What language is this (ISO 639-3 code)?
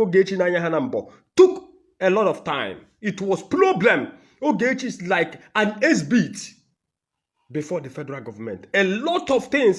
ibo